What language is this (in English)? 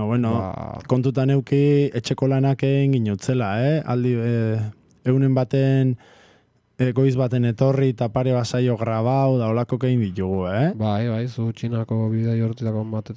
Basque